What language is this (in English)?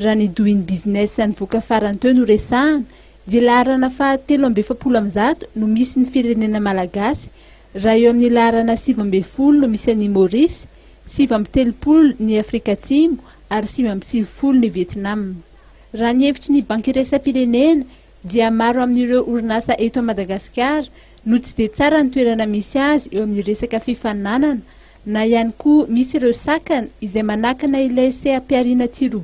Malagasy